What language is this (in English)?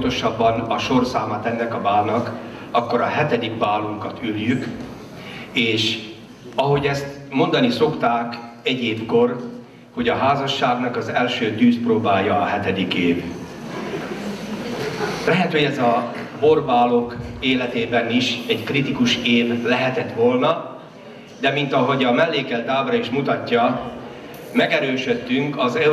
Hungarian